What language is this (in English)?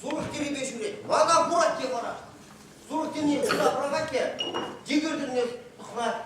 Chuvash